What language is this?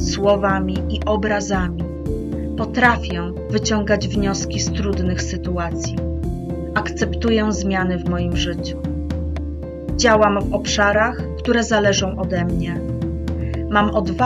Polish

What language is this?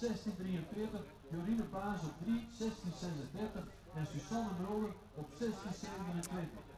Western Frisian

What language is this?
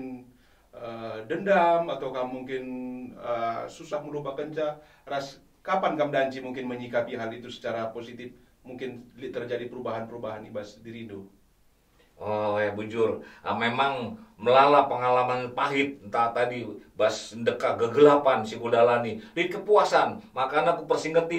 Batak Karo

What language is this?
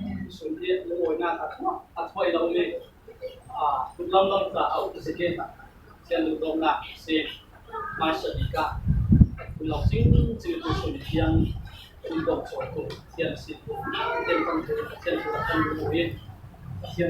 Falam Chin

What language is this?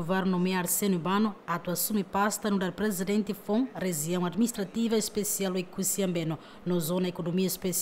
Tetum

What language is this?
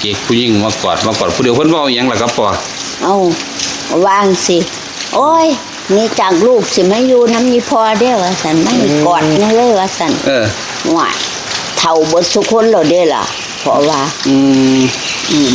Northeastern Thai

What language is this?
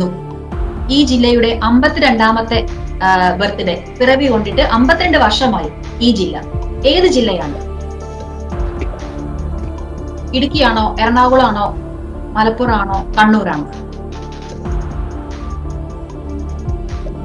Malayalam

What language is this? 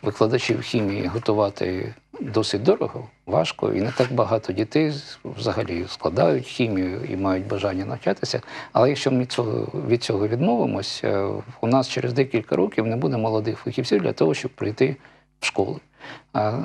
Ukrainian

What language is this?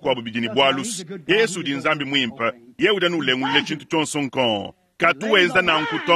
Luba-Lulua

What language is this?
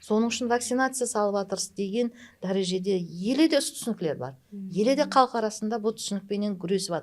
Kara-Kalpak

